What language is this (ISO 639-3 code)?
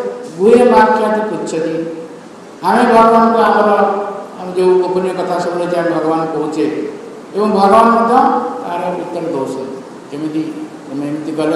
ori